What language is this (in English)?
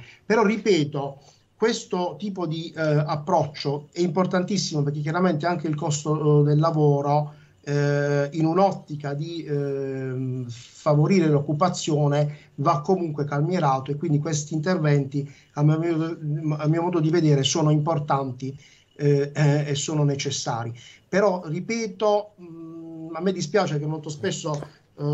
Italian